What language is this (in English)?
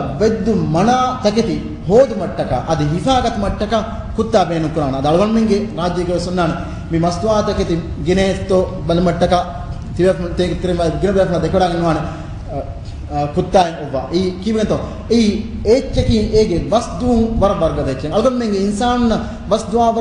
Divehi